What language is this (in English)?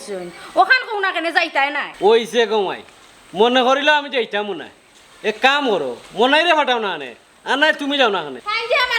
Sylheti